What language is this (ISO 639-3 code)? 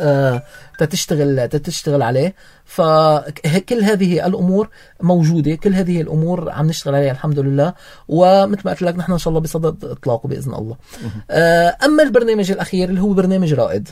apc